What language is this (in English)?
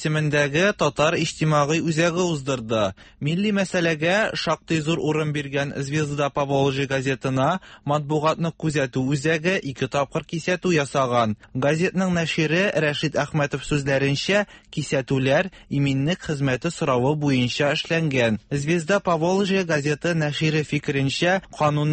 Tatar